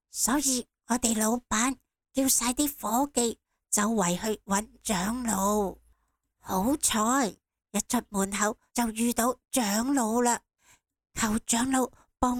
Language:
Cantonese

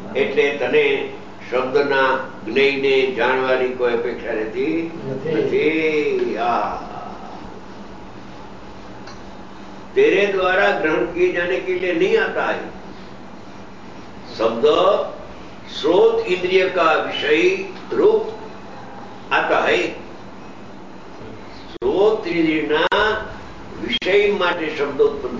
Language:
Gujarati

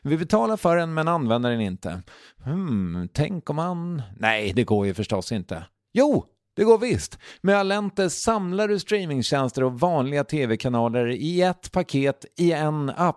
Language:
Swedish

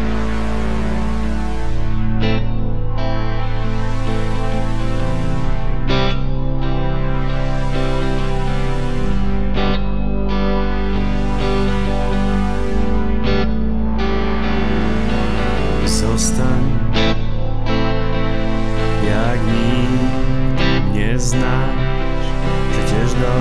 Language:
Polish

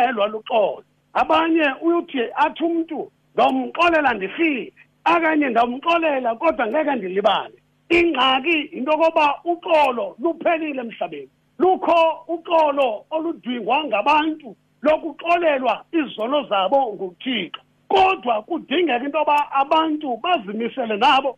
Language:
Xhosa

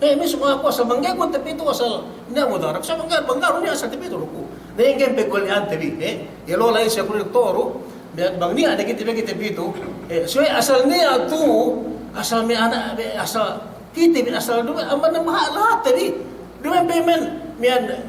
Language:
Yakan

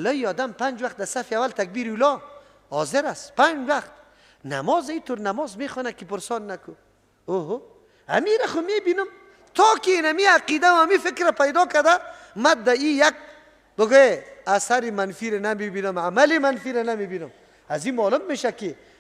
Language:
Persian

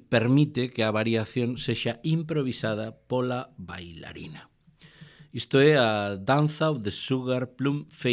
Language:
Galician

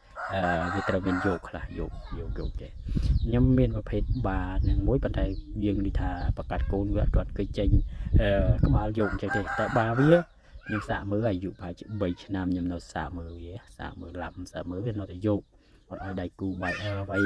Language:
Khmer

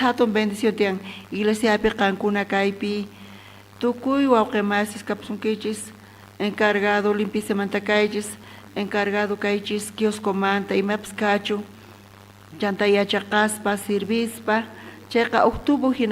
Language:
South Bolivian Quechua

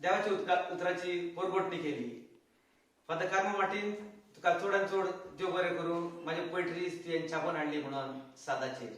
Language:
Konkani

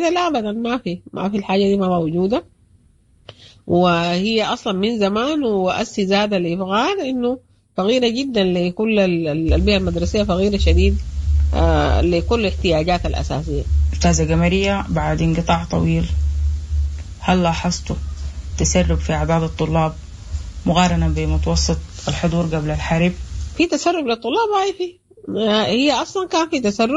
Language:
Sudanese Arabic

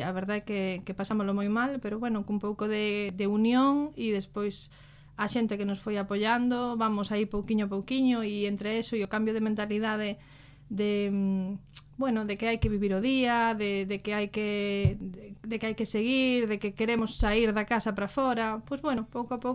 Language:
Galician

